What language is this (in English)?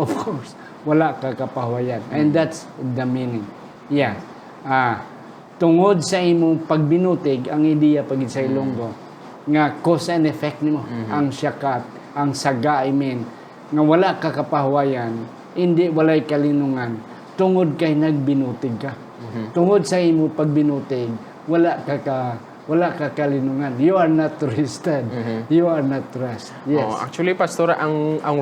Hiligaynon